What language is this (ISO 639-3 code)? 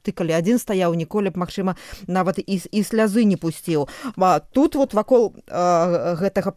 bel